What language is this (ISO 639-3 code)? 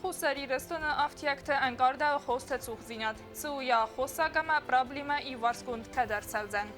oss